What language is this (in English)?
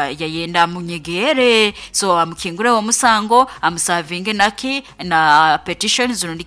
Nyoro